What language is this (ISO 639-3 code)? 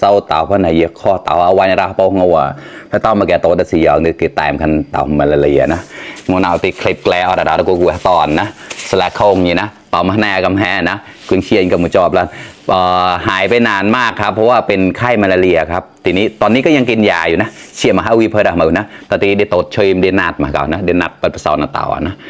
mnw